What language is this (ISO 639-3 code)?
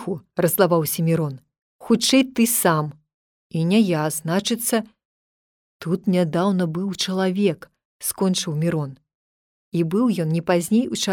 bel